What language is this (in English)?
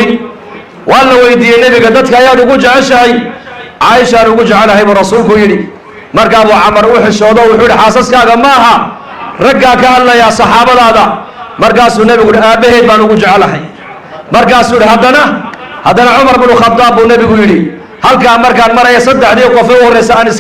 Somali